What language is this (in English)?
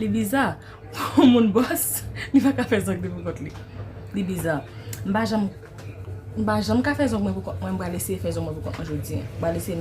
Haitian Creole